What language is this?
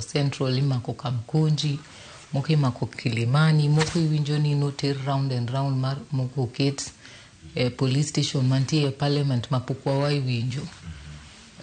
Luo (Kenya and Tanzania)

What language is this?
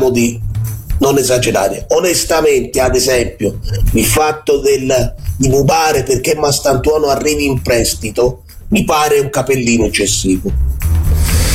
Italian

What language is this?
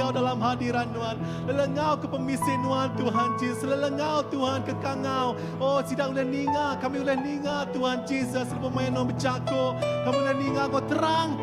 Iban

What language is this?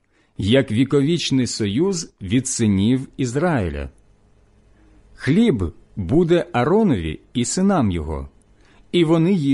Ukrainian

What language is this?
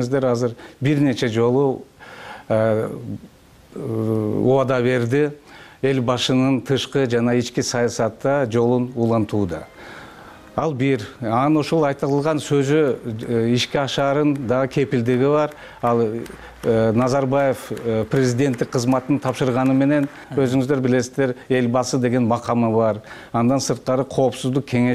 Kyrgyz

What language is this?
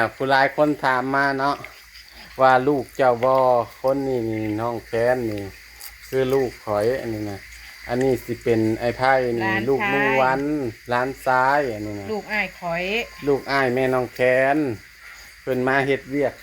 Northeastern Thai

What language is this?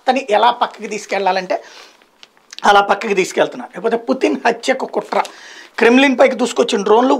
Telugu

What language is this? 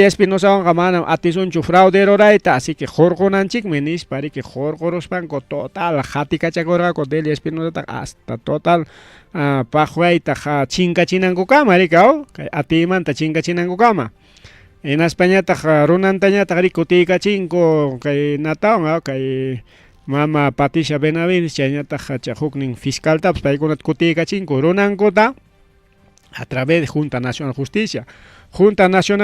Ayacucho Quechua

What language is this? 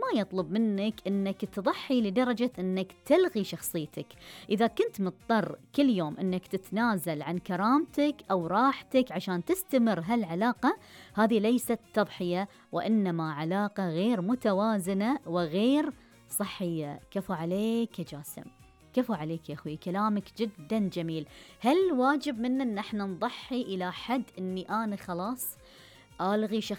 Gulf Arabic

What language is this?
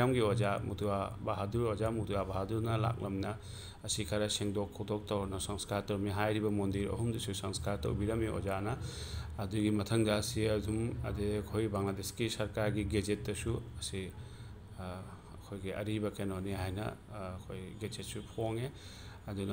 Manipuri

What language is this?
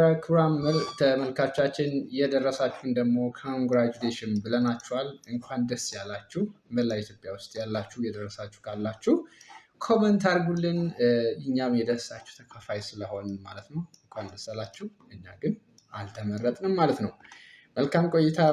Amharic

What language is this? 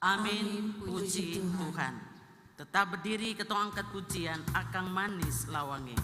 Ambonese Malay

